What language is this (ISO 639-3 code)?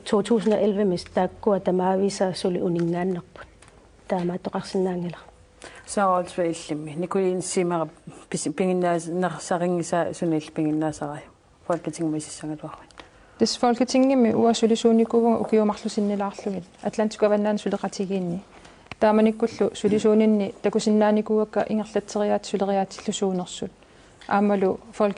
kal